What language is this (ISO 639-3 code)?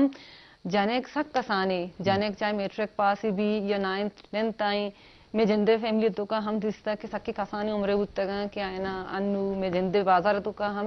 bgp